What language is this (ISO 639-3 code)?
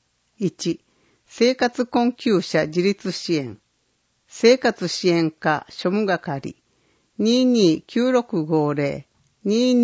jpn